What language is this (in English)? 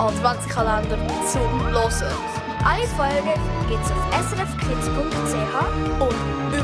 Swiss German